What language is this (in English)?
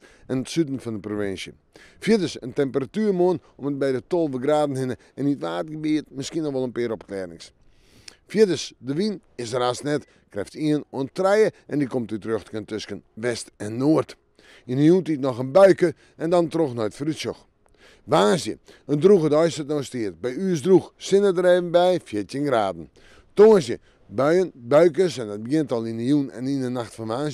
Western Frisian